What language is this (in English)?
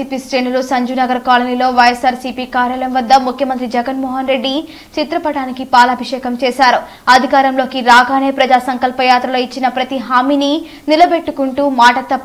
Telugu